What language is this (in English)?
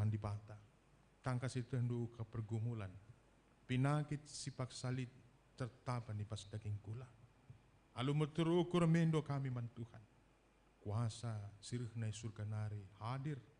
Batak Karo